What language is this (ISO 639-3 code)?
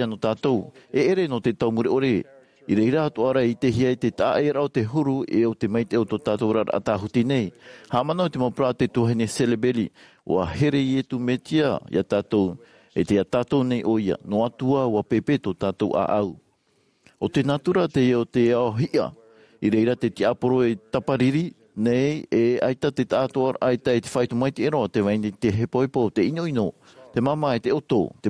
tah